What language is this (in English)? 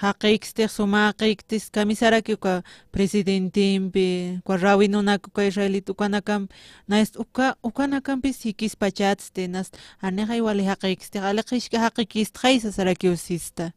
Aymara